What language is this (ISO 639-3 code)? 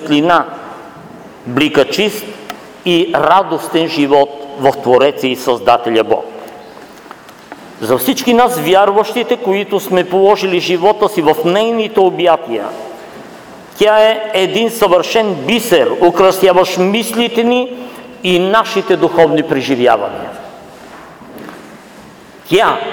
bul